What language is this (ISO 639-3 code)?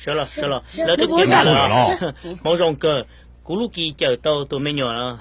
hmn